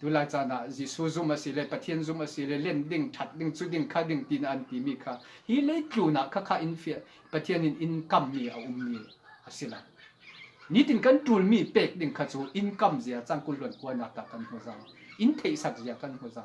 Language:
Falam Chin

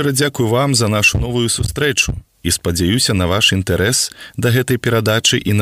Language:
Belarusian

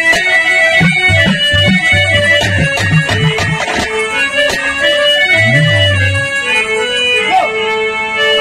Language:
Bhojpuri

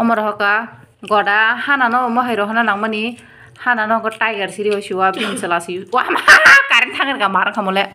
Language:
Kok Borok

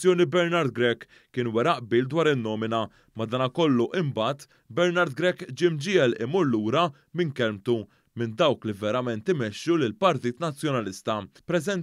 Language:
Maltese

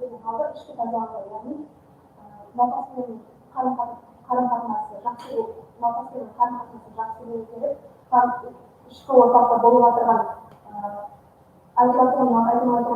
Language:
Kara-Kalpak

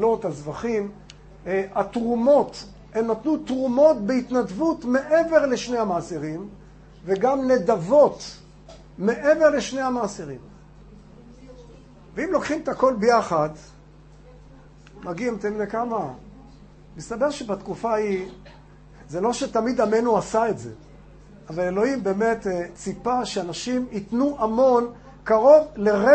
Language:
Hebrew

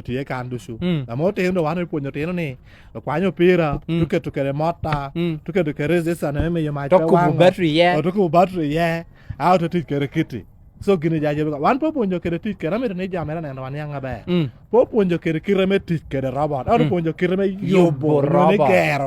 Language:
Lango (Uganda)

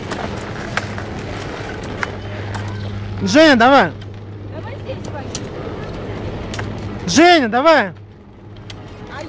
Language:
Russian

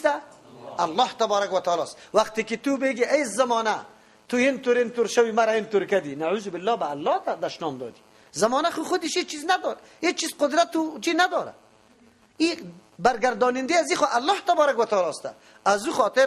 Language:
Persian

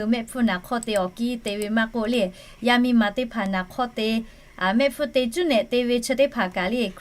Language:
Lahu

